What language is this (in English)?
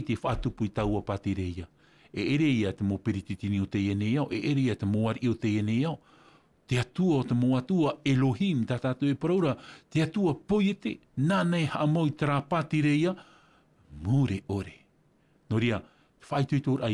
Tahitian